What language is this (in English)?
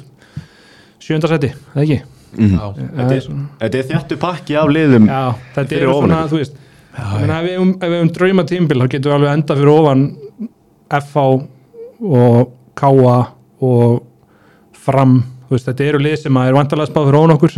Icelandic